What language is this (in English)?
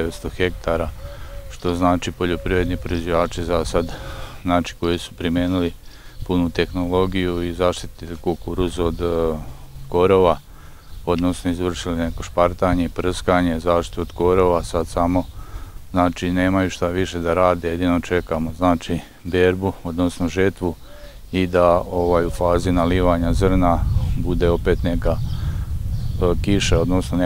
Serbian